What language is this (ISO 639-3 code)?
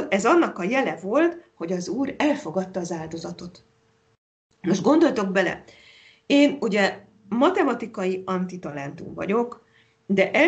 hun